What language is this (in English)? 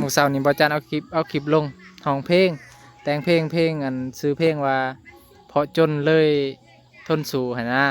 Northeastern Thai